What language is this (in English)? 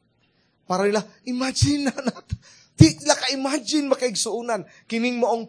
Cebuano